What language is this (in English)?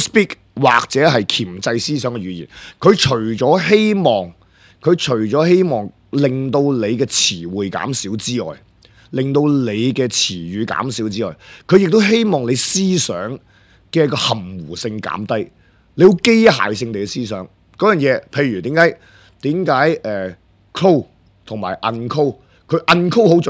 Cantonese